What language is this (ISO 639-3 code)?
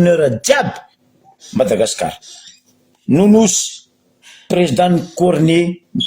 mlg